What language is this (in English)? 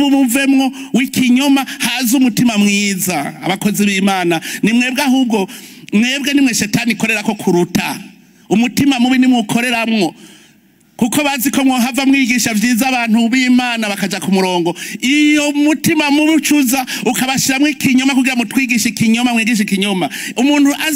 Rundi